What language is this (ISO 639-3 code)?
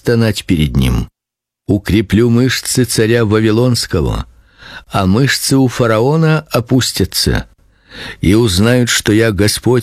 rus